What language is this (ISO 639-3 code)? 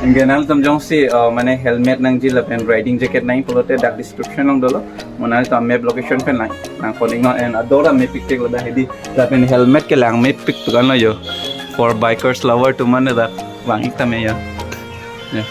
mjw